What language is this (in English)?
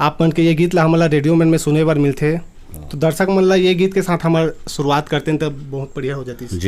Chhattisgarhi